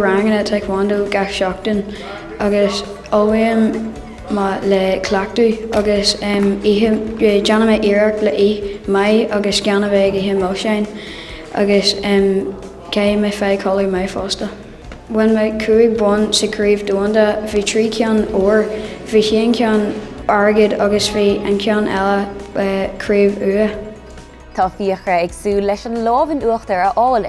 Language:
Irish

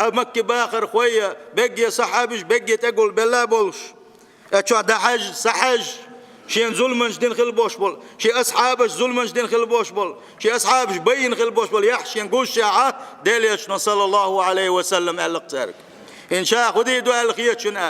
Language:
Chechen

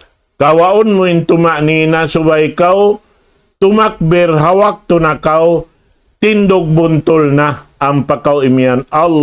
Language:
Tausug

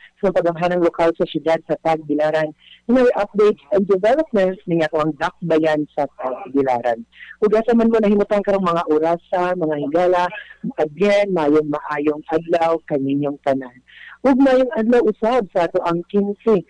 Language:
Cebuano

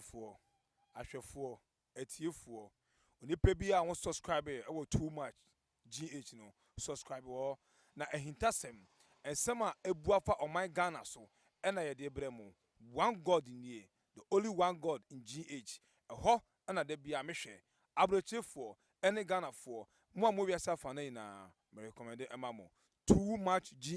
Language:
Akan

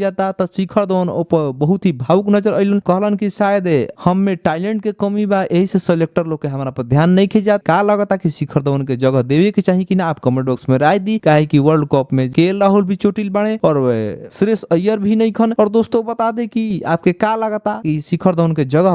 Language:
Bhojpuri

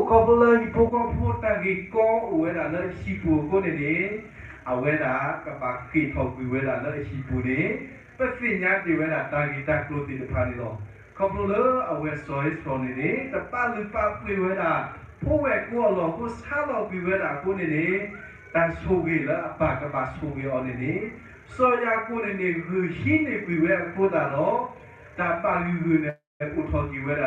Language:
S'gaw Karen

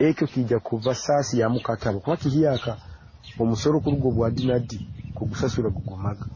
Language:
Nyoro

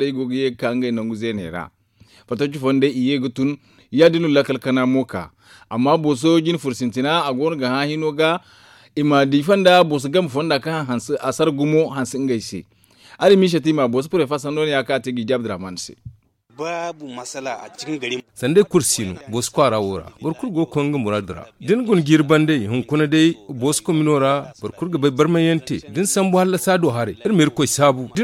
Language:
Zarma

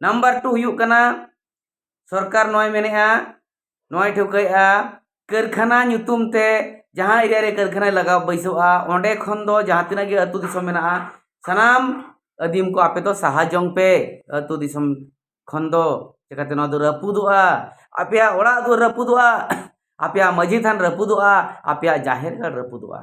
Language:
Santali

